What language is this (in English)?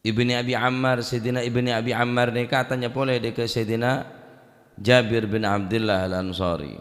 Madurese